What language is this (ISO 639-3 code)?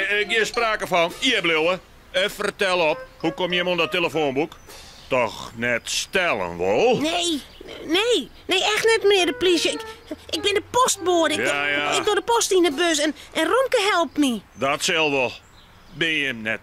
fry